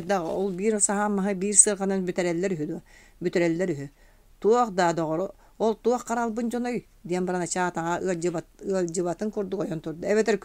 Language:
Yakut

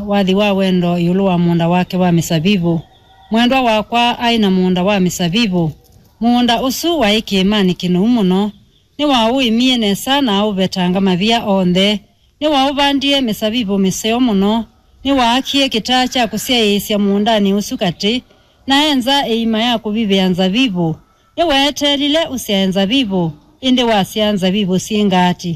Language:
Kamba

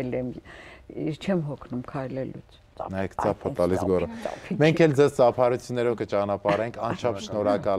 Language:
Armenian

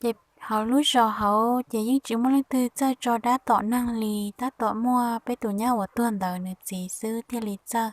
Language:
Hmong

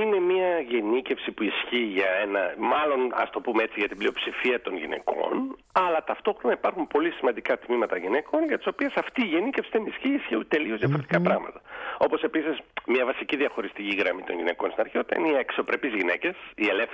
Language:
Greek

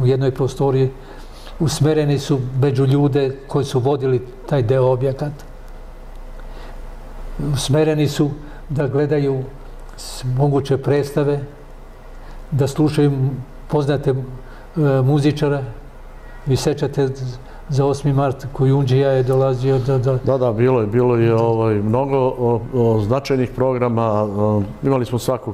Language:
Serbian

